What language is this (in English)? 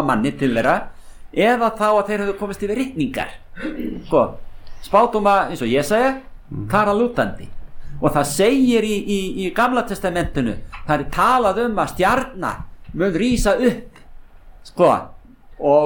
Icelandic